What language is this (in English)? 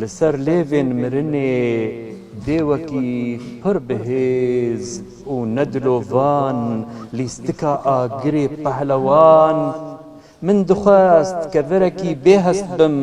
Kurdish